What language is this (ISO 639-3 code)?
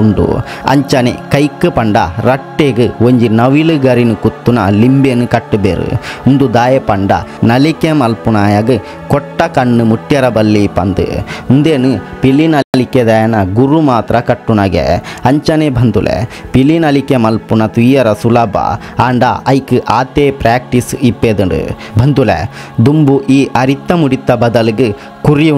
tcy